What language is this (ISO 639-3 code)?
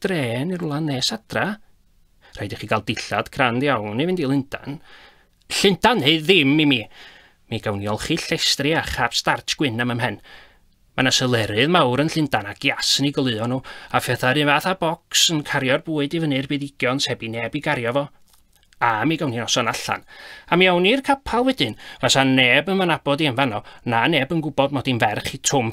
cym